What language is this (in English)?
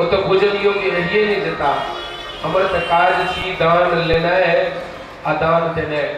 Maithili